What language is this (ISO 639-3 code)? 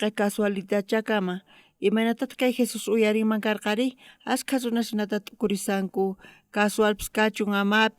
quh